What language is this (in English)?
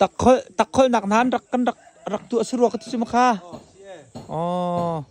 Hakha Chin